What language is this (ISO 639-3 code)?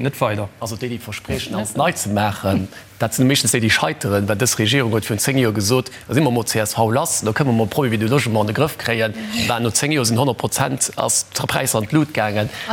ltz